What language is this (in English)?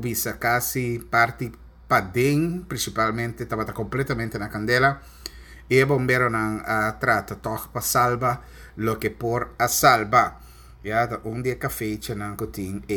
Papiamento